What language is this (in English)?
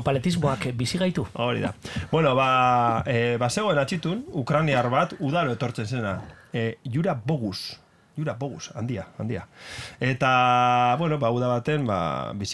Basque